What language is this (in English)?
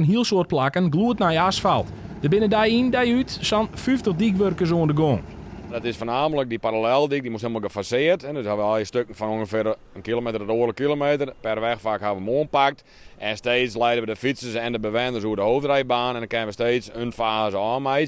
Western Frisian